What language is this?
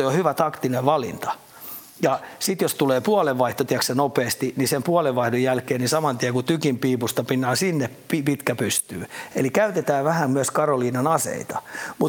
Finnish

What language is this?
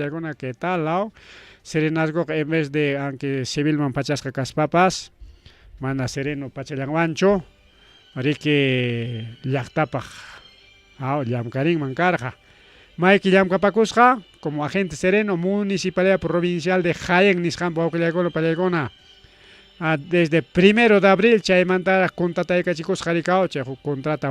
Ayacucho Quechua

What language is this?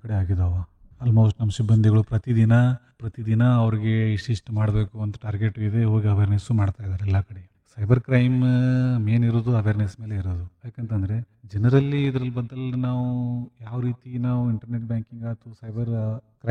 Kannada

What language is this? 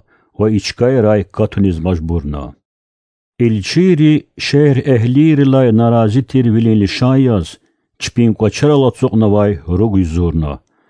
Lezghian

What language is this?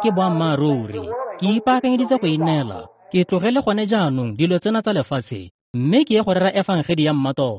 Tswana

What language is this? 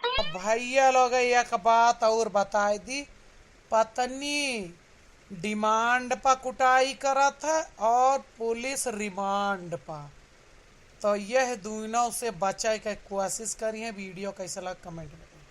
Awadhi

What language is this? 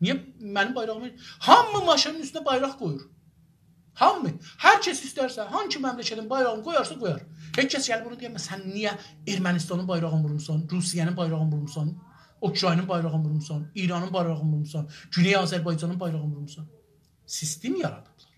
South Azerbaijani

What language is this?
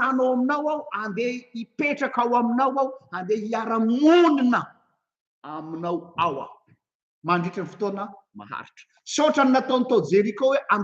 Malagasy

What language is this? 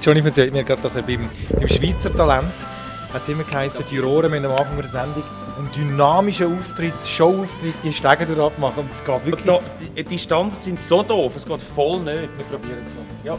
Swiss German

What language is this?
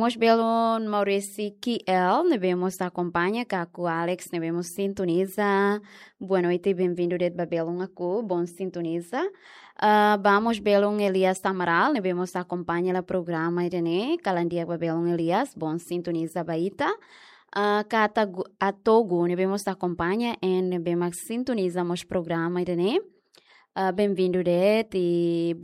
Tetum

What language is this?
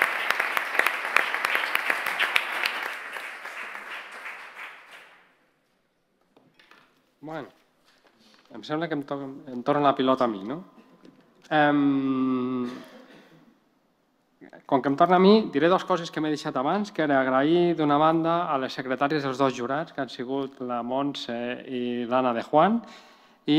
Catalan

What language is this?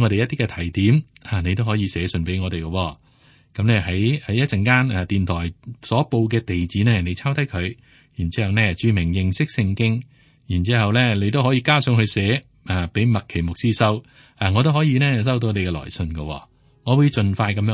Cantonese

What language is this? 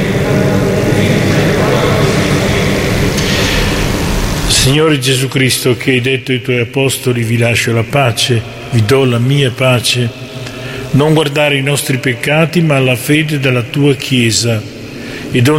Italian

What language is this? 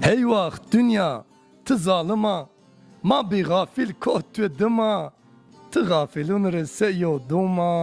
Zaza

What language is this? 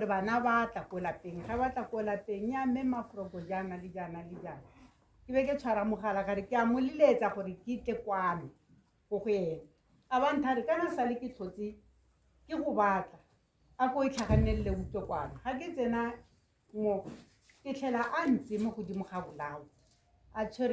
Tswana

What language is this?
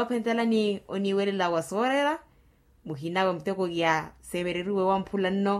Makhuwa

